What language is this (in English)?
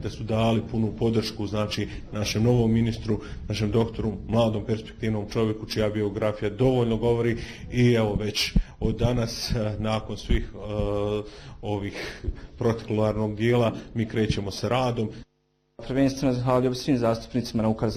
Bosnian